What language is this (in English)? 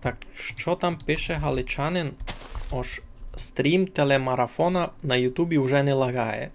Rusyn